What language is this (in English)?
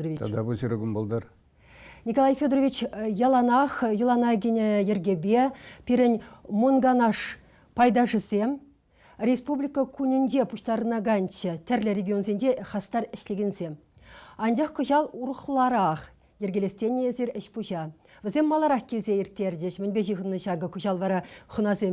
Chuvash